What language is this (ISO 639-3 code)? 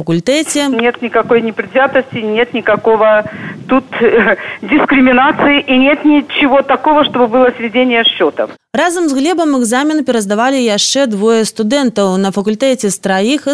bel